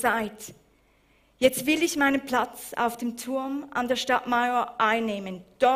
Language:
Swiss German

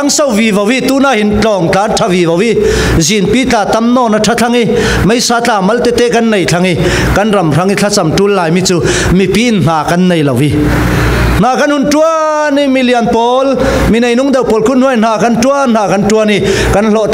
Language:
Falam Chin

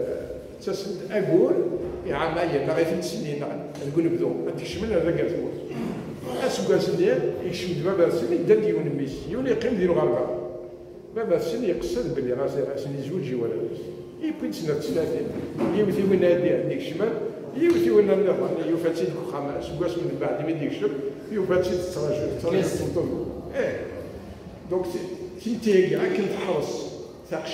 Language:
Kabyle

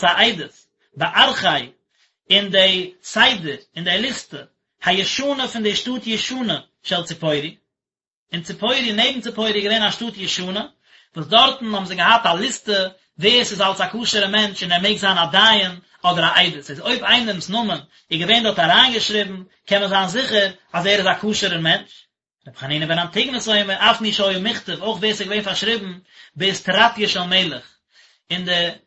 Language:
Yiddish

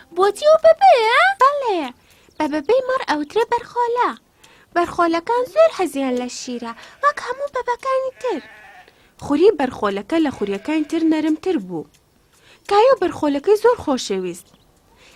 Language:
Central Kurdish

